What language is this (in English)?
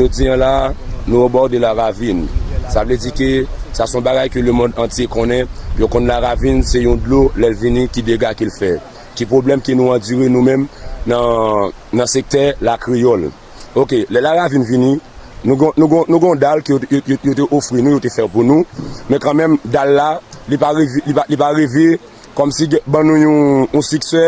Haitian Creole